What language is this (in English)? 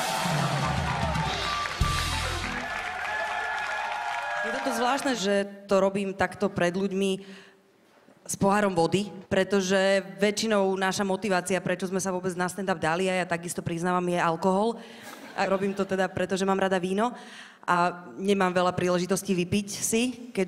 Slovak